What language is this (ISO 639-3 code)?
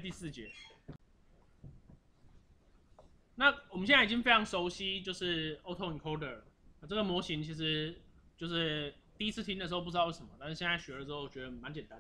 zho